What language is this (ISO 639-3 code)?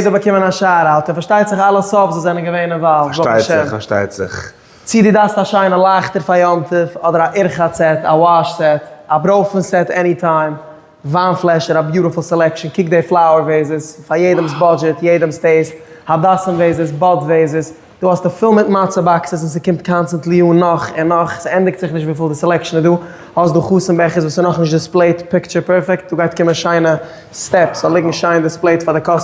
yid